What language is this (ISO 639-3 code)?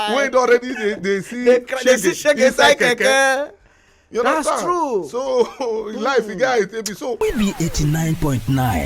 pcm